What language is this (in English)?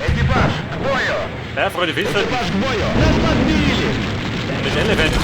Bavarian